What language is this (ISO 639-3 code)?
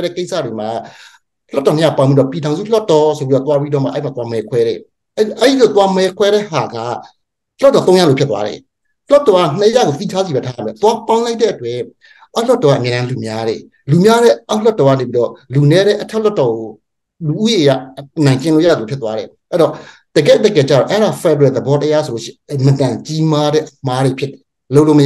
mya